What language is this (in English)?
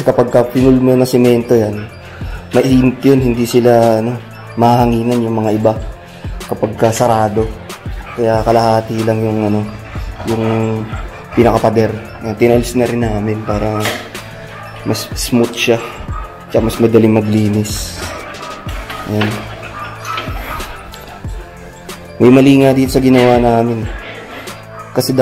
Filipino